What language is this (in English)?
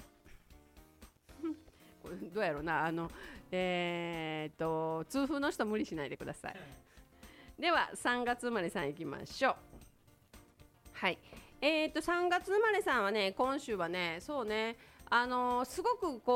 Japanese